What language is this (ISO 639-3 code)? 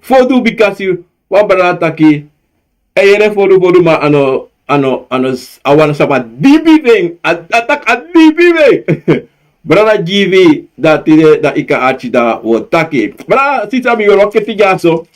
srn